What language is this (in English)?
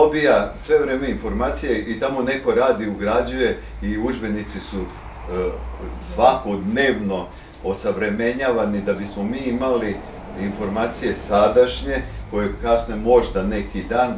Serbian